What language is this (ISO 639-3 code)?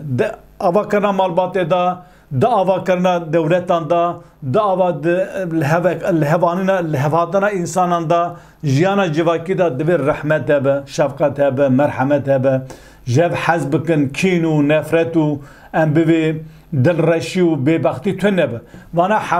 kur